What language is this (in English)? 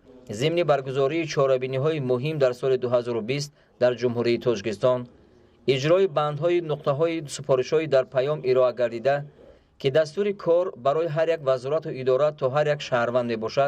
Tajik